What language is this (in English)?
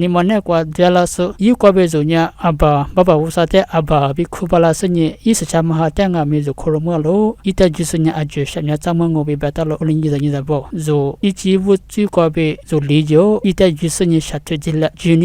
Lisu